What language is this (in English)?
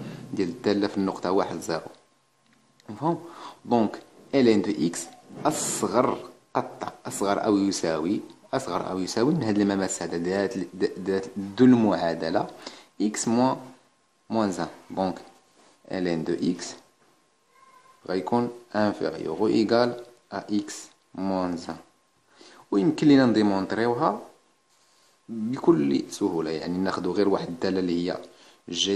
Moroccan Arabic